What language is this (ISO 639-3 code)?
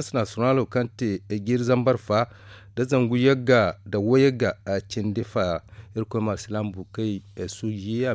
dje